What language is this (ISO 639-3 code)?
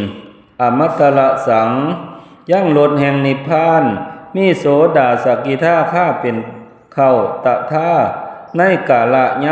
tts